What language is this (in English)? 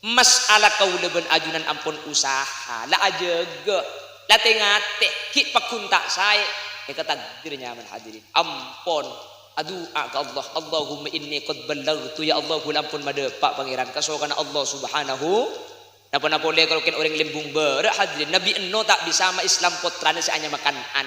Madurese